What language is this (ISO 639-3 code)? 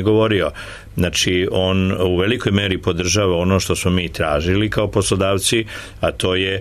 srp